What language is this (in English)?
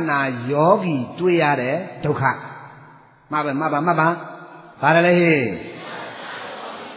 Burmese